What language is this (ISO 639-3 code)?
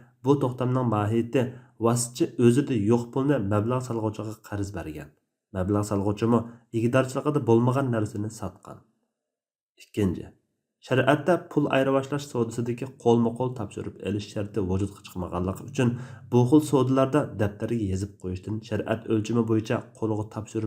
uig